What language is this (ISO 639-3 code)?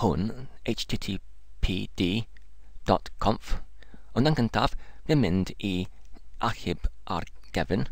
cym